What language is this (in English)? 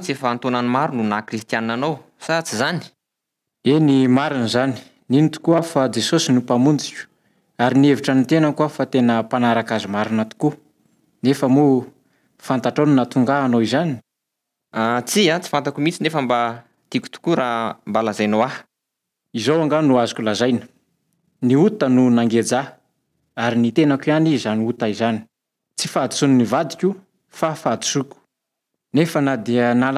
Malagasy